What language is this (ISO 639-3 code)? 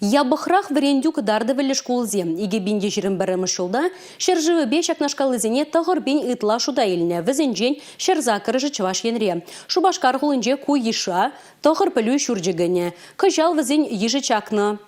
chv